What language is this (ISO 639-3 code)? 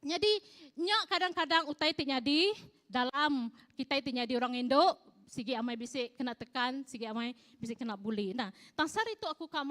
iba